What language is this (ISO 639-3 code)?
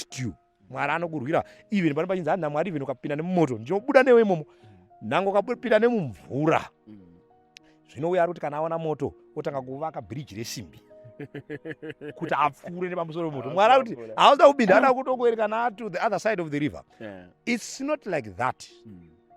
sna